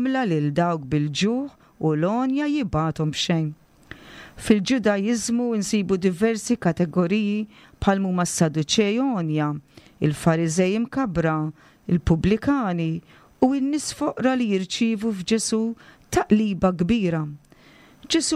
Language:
Maltese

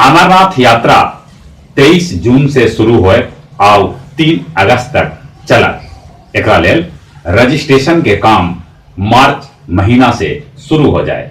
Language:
Magahi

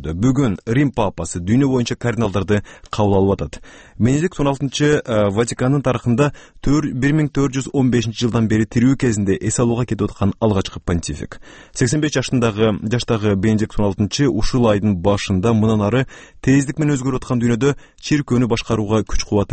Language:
Kyrgyz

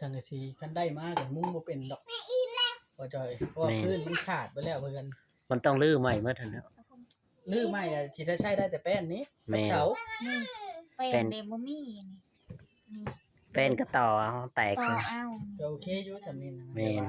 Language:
Northeastern Thai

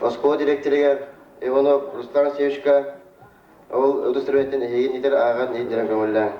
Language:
Yakut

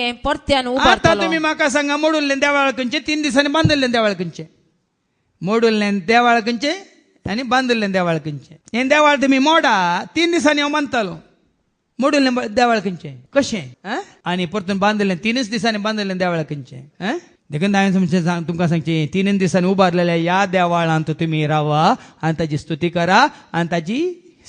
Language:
Konkani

